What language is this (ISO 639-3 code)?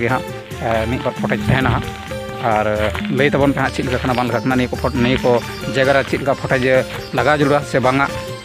sat